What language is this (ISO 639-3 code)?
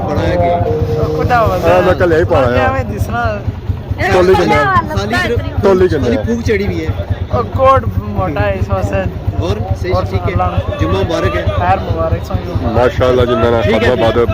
phr